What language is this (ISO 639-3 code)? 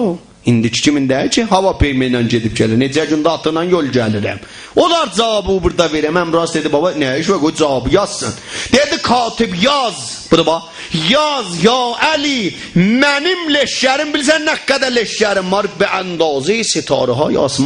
azb